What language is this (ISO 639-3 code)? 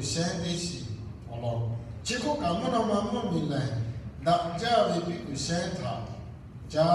lhu